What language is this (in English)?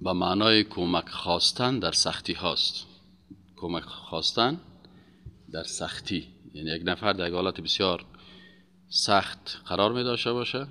Persian